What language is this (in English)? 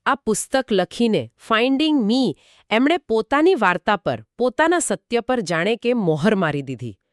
Gujarati